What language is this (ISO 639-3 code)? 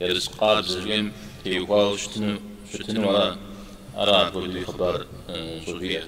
kbd